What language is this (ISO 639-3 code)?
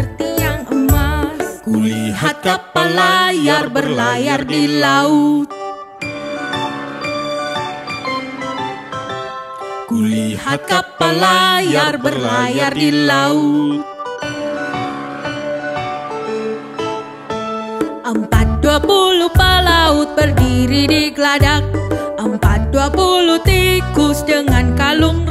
ind